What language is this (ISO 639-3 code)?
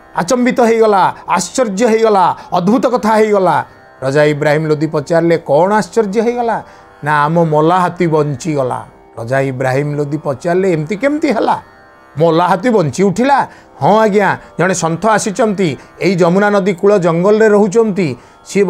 ori